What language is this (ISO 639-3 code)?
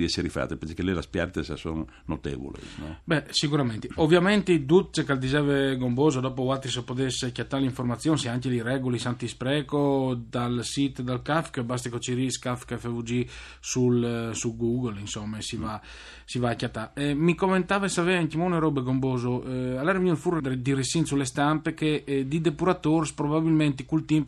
fur